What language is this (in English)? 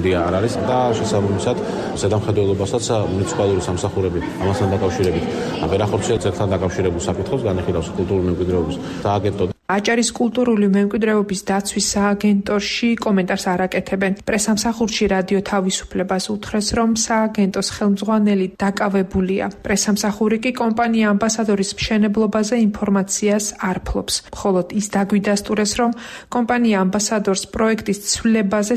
Georgian